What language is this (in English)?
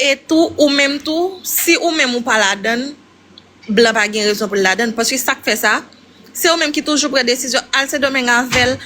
Haitian Creole